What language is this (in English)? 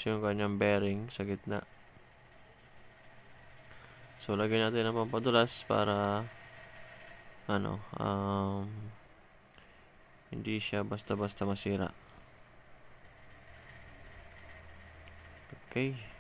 Filipino